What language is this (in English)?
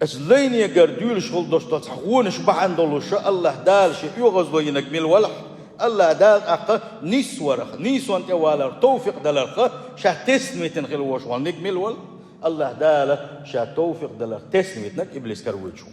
Chechen